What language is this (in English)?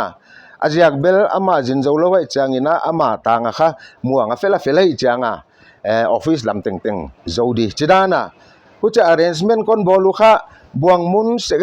Paite Chin